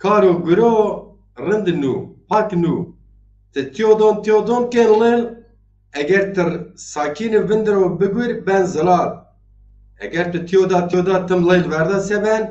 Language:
Zaza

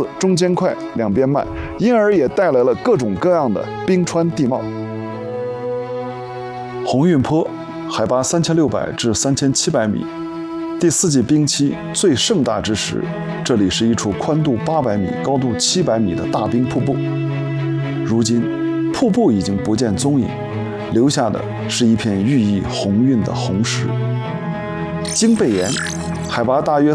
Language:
Chinese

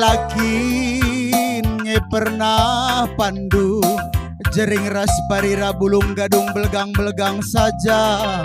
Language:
Batak Karo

